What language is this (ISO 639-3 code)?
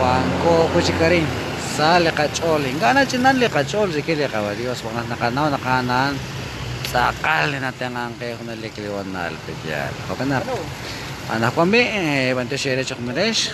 kek